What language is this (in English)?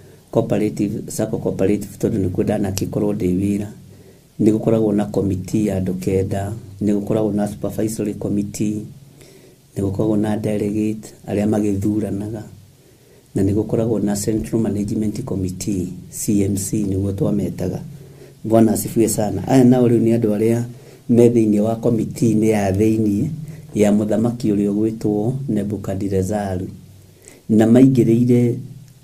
Kikuyu